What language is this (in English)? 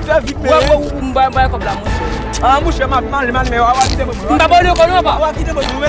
Haitian Creole